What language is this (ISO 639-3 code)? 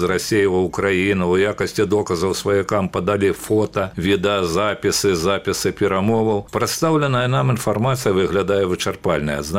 bel